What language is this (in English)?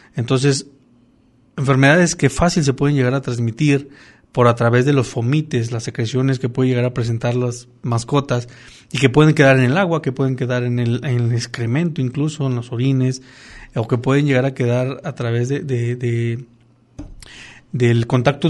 Spanish